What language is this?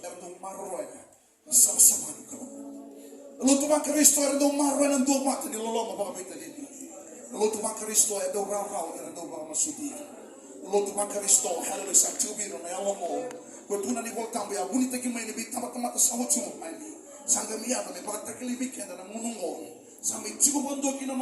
Fijian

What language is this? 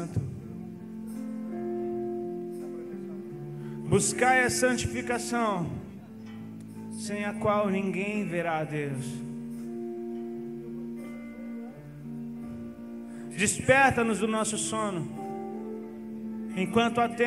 Portuguese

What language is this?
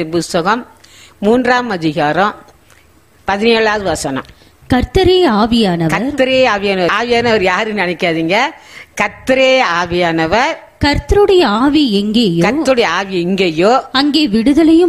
Tamil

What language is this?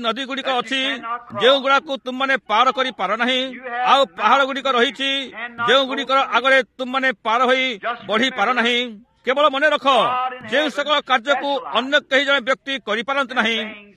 Odia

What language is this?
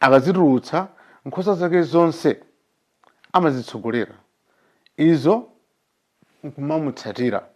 Nyanja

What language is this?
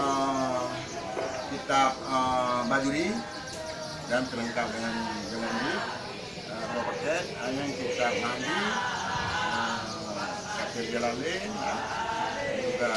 Achinese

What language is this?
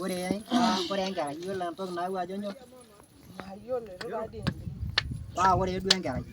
Masai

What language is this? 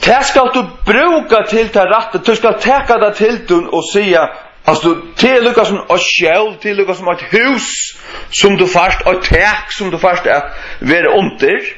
Faroese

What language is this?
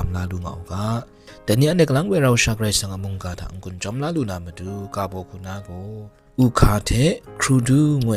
Kachin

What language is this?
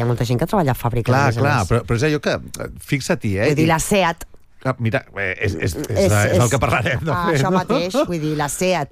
Catalan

